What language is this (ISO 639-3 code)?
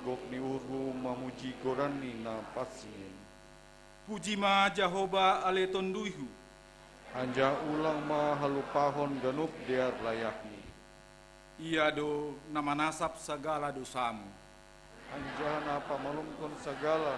bts